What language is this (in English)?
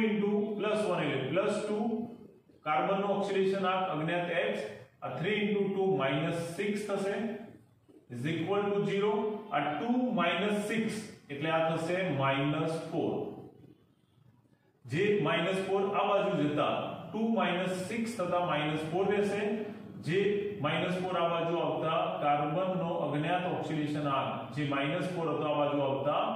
Gujarati